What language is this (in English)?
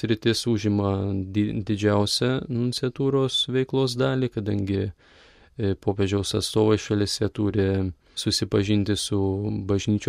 Lithuanian